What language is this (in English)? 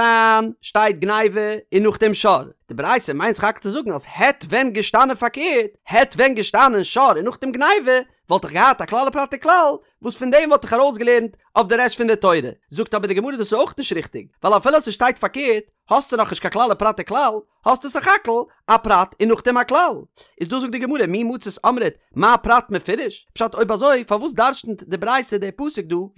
Yiddish